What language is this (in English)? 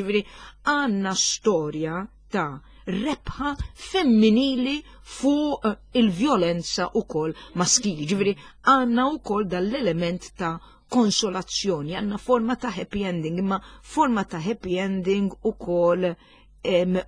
Maltese